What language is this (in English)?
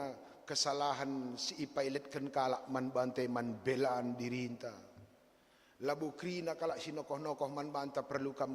Batak Karo